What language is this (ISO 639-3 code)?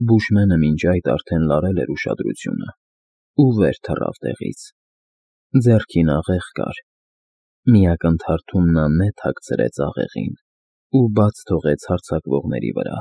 hye